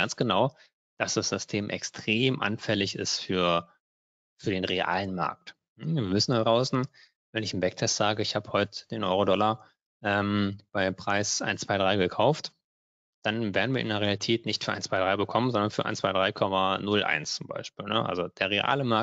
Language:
German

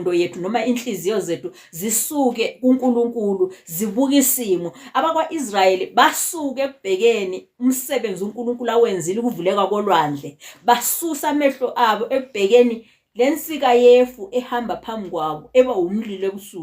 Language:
Zulu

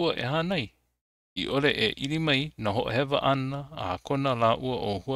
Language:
Hawaiian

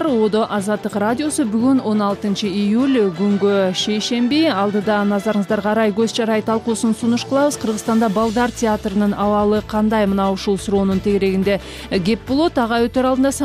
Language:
Kyrgyz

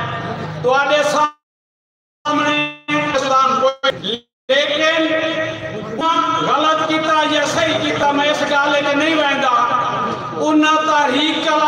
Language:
Saraiki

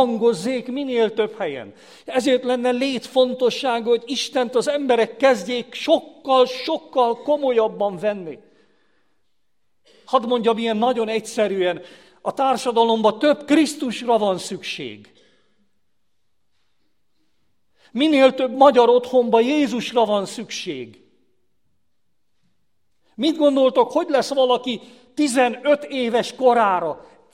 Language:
Hungarian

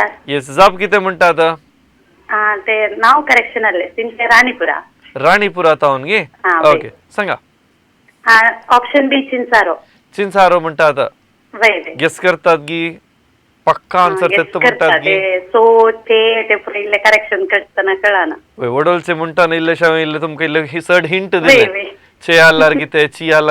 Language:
Konkani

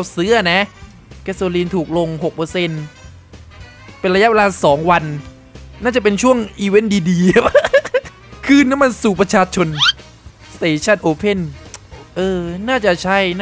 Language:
Thai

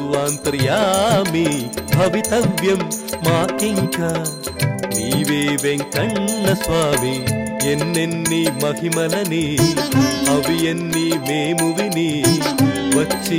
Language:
Telugu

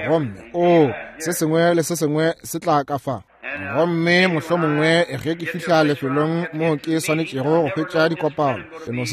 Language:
Northern Sotho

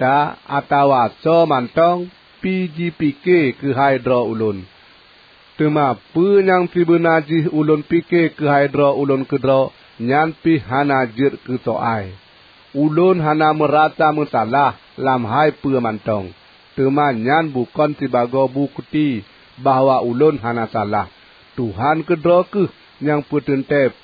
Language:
Achinese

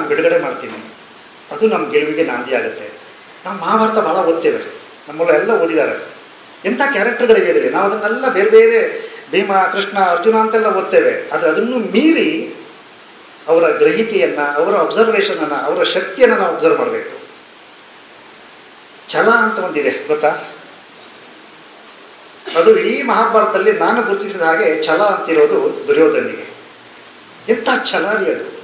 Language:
Kannada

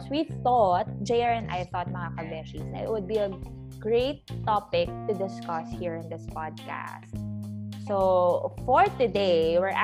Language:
Filipino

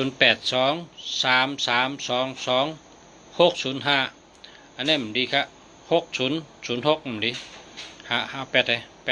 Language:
Shan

